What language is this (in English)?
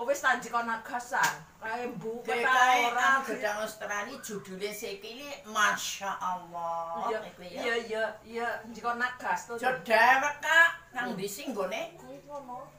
Javanese